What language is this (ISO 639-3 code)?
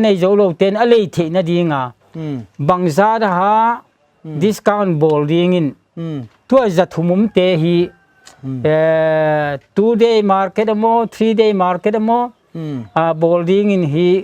pck